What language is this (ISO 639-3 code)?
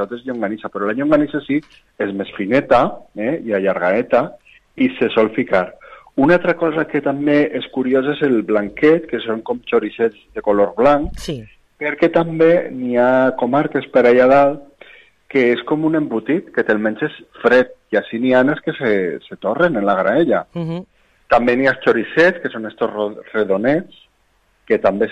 cat